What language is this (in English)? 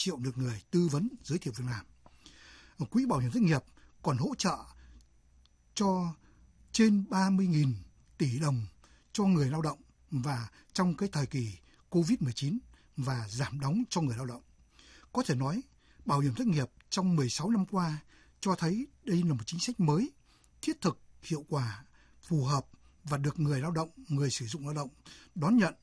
Vietnamese